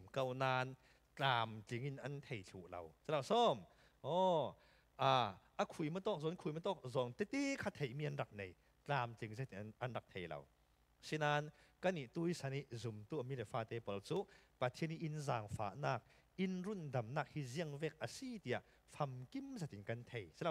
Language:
Falam Chin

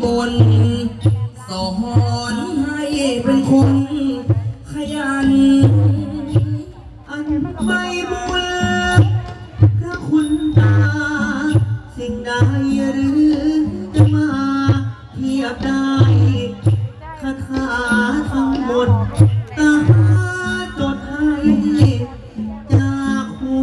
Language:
Thai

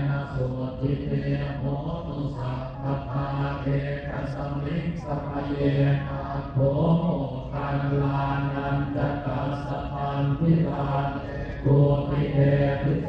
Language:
Pali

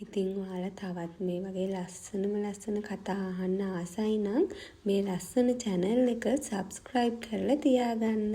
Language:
Sinhala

